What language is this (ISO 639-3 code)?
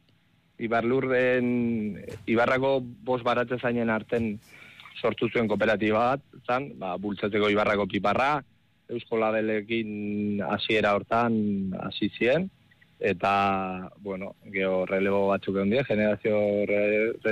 eus